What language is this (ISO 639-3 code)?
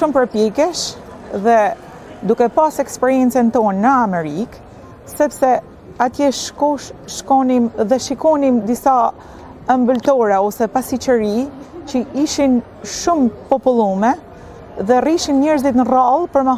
sqi